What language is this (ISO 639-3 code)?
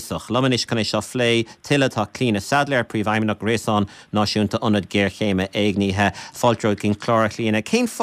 gle